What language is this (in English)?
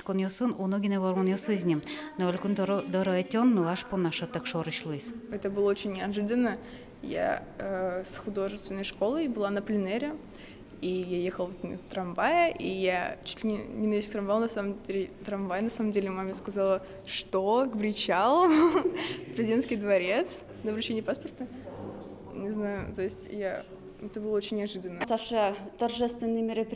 Udmurt